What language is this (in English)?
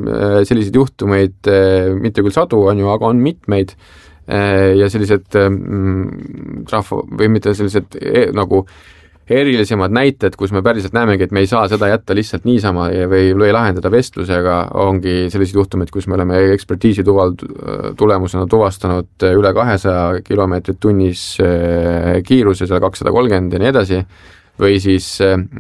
Estonian